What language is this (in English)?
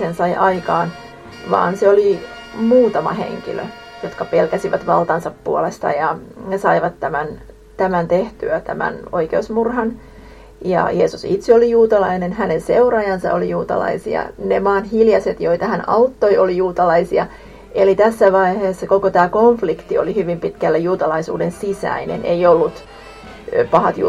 Finnish